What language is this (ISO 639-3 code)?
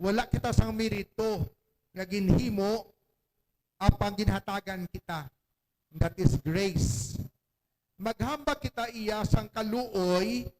hil